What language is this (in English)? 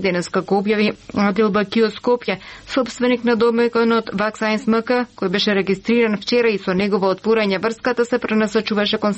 Macedonian